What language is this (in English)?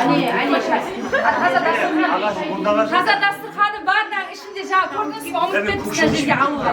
Kara-Kalpak